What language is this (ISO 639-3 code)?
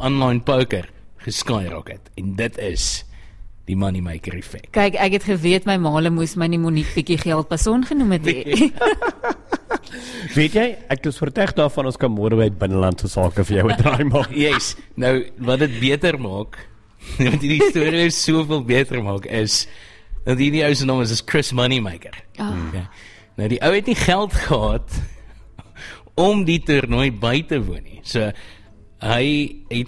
afr